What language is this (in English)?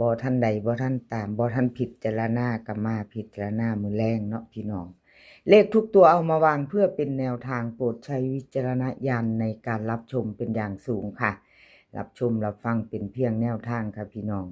Northeastern Thai